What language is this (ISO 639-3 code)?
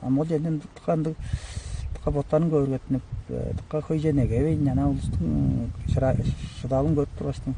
tyv